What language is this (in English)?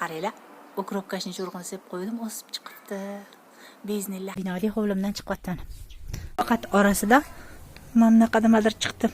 Uzbek